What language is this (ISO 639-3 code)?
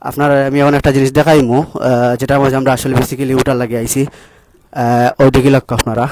syl